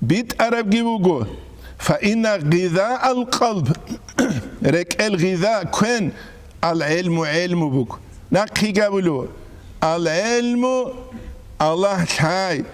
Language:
Avaric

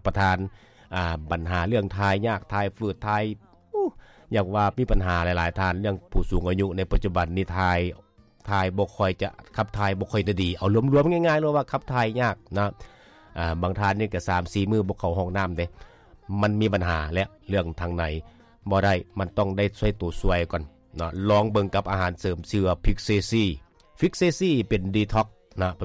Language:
Lao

